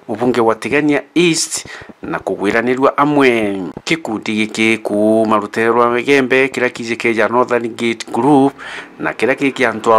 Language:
Meru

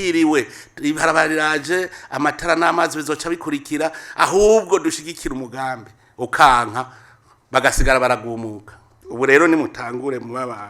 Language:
Rundi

